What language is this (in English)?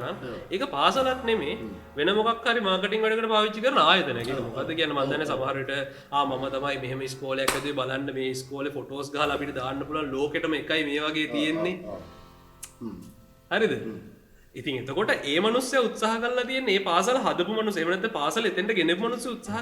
Sinhala